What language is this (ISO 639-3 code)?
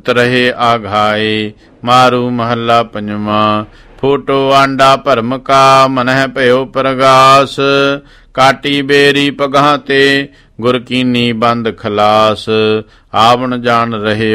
pan